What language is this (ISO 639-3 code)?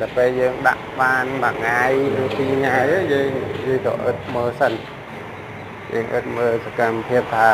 khm